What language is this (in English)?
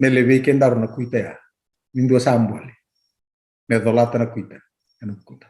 Fijian